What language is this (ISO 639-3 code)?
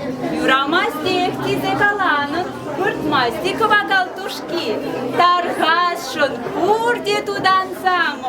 chv